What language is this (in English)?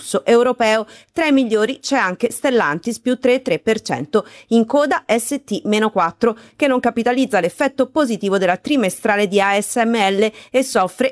Italian